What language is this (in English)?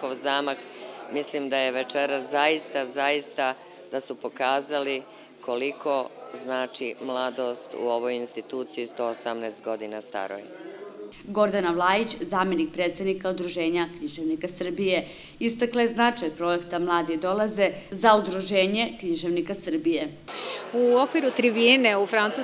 Serbian